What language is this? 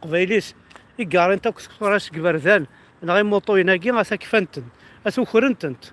Kabyle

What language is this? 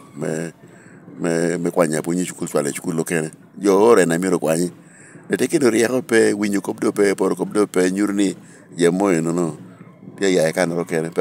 Lango (Uganda)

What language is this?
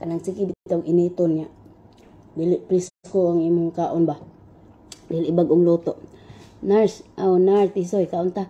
Cebuano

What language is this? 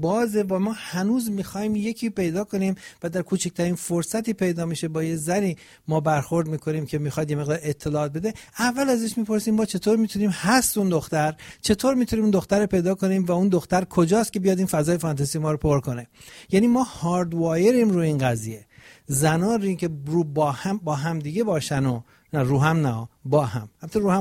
Persian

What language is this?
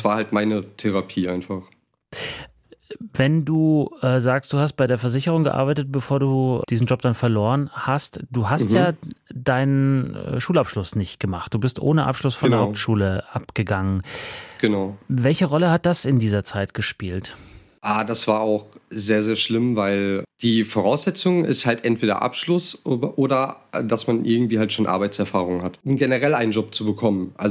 German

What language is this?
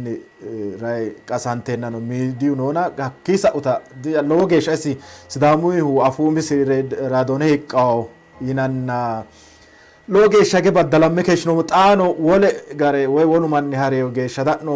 Sidamo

